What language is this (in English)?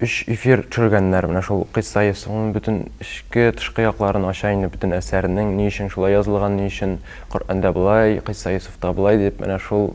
Tatar